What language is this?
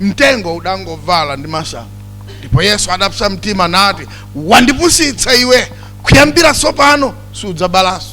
Nyanja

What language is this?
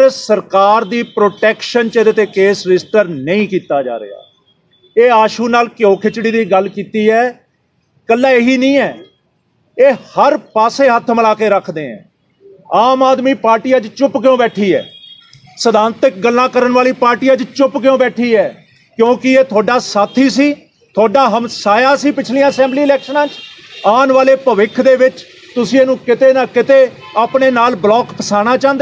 Punjabi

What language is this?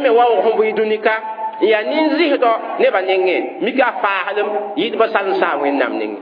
Mossi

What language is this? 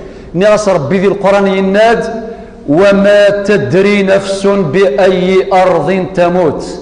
Kabyle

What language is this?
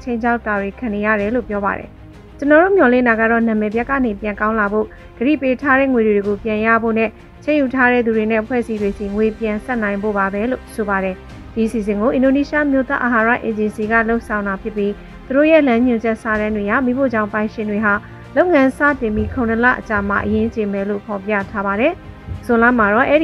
Burmese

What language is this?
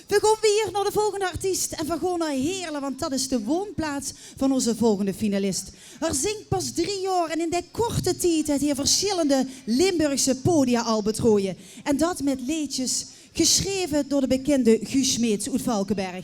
Limburgish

